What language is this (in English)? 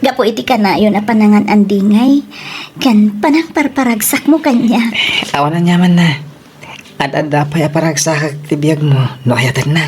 Iloko